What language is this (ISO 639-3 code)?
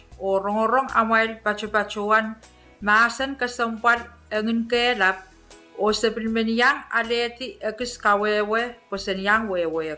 pon